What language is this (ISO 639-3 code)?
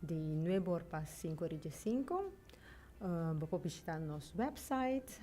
pap